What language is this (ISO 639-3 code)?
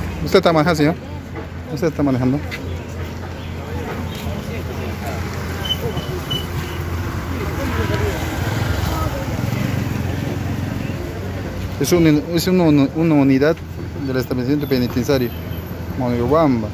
spa